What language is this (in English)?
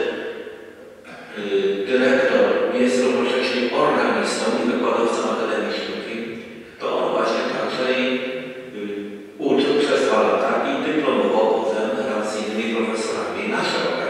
Polish